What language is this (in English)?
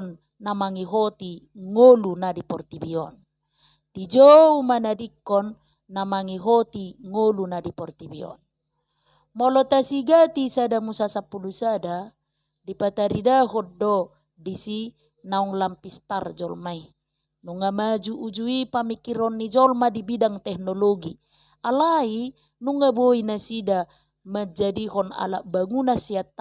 Batak Toba